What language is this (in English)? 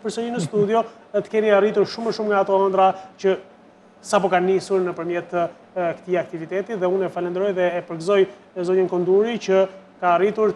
Albanian